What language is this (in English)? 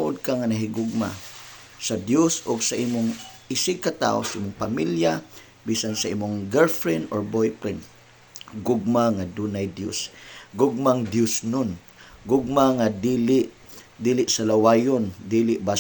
Cebuano